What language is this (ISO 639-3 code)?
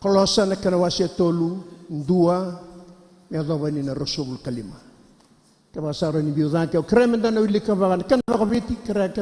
fij